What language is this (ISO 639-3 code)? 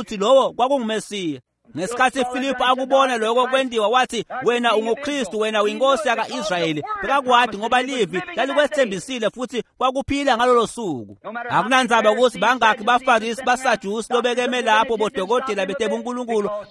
ssw